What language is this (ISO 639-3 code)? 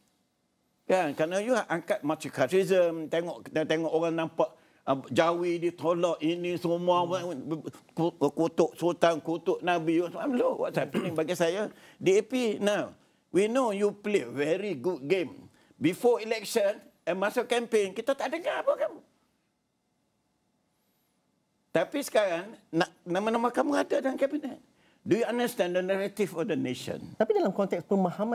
msa